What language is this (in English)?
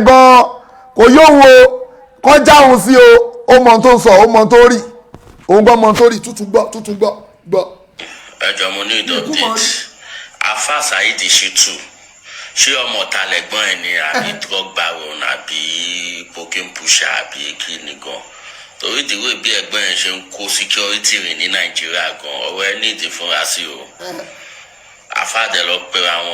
Yoruba